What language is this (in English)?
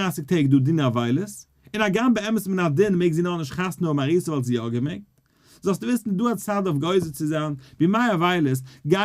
Yiddish